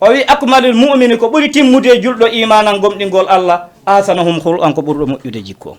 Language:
Fula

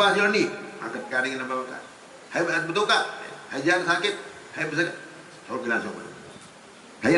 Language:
Sasak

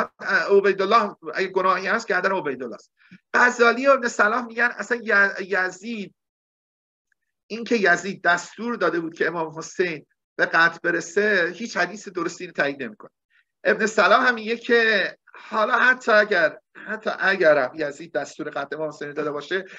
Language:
Persian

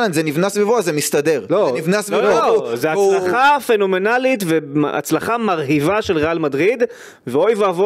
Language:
Hebrew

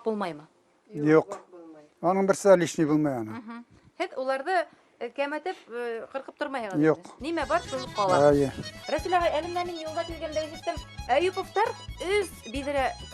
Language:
Bashkir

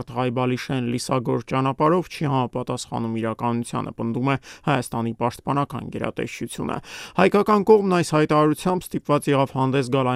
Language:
Armenian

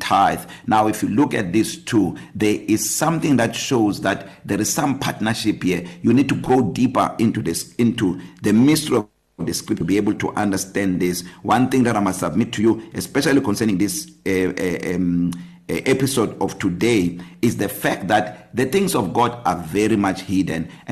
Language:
English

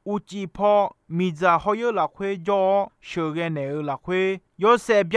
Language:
Akha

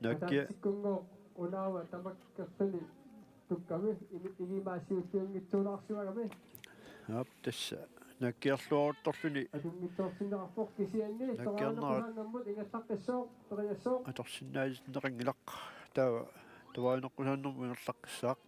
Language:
Kalaallisut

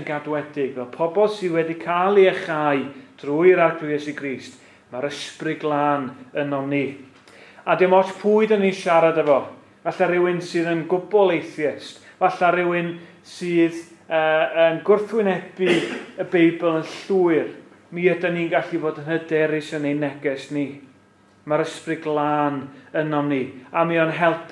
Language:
Welsh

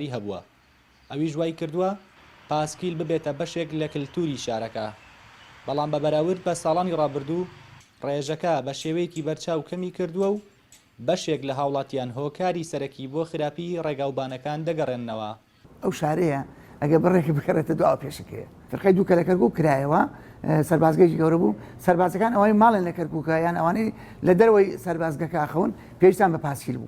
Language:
Central Kurdish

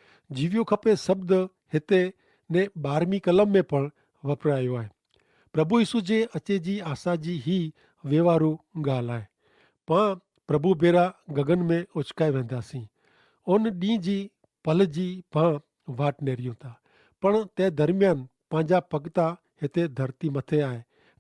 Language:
Kachhi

